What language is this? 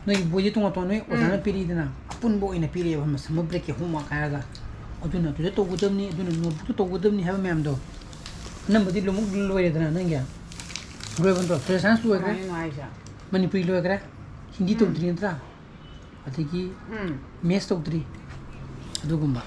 Manipuri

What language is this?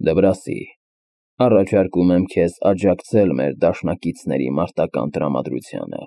Armenian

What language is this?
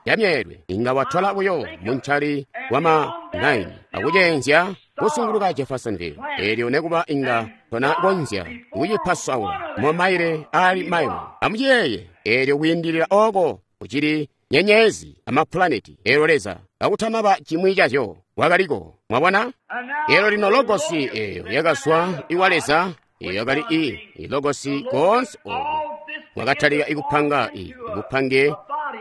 Tonga (Zambia)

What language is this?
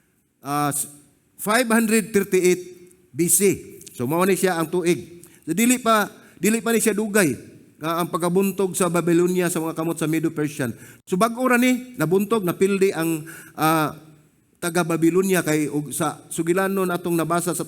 Cebuano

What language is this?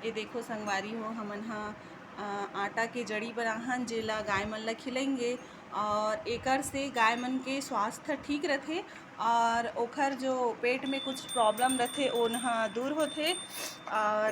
Chhattisgarhi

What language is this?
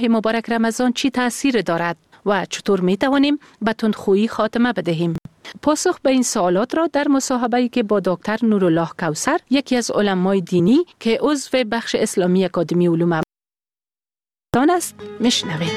Persian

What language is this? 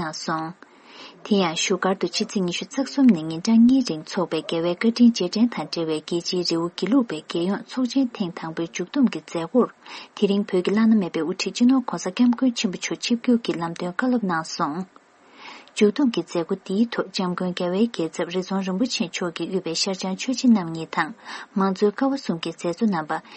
Tibetan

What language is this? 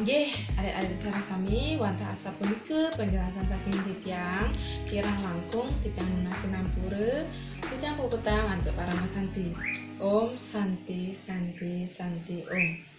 Balinese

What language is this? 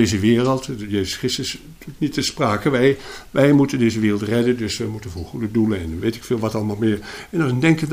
Dutch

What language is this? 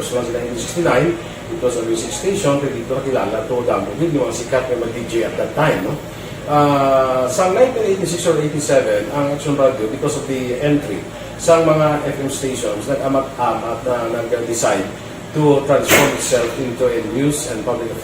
Hiligaynon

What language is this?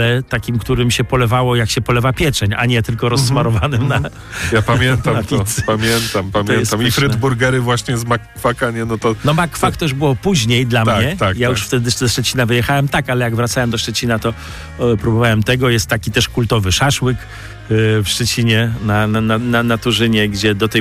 Polish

